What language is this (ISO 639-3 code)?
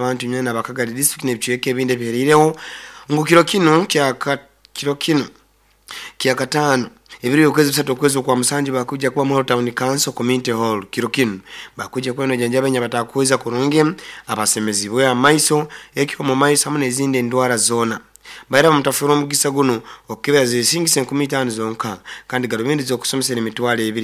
nyn